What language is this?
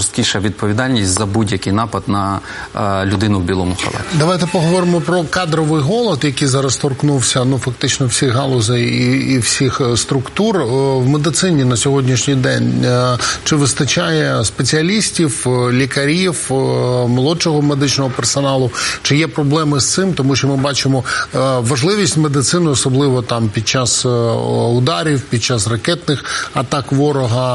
Ukrainian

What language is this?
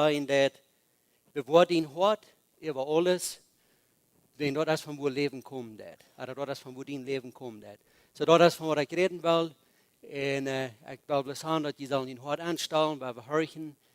Plautdietsch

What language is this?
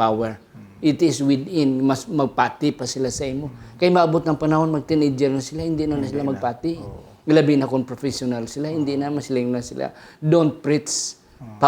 Hiligaynon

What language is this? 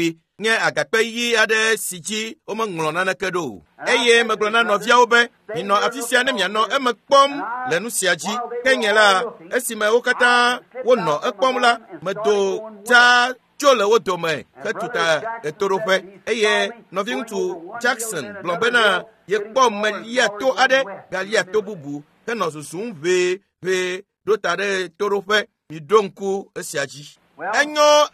Ewe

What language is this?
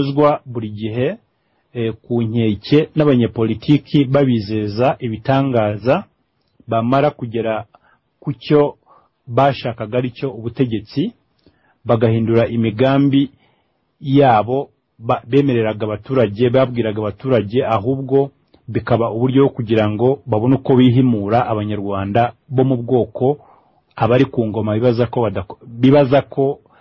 Kinyarwanda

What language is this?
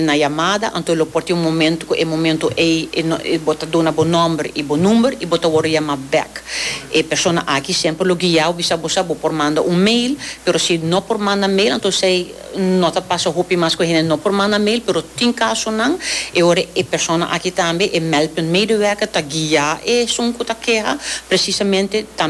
Papiamento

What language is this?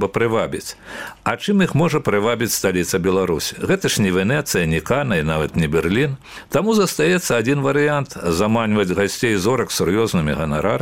Belarusian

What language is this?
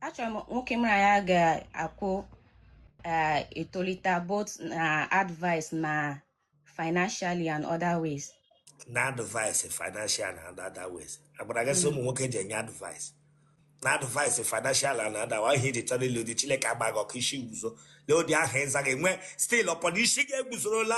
Igbo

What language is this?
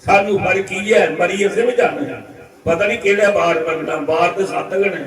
Dogri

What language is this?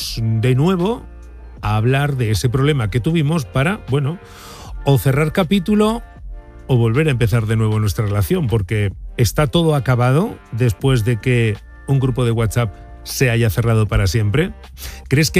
Spanish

